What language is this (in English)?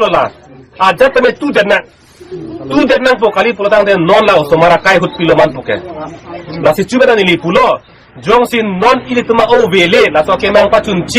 Karbi